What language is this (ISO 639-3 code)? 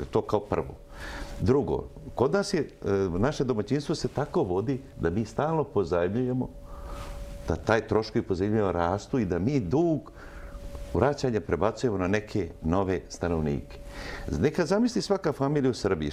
srp